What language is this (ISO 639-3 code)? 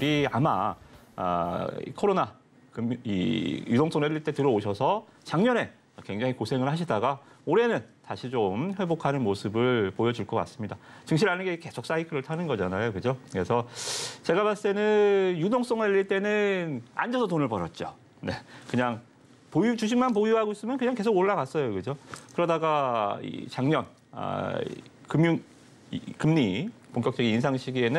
kor